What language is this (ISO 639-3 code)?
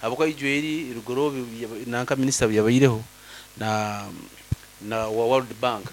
nyn